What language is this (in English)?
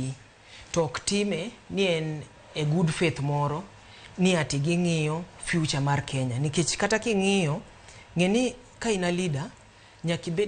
Luo (Kenya and Tanzania)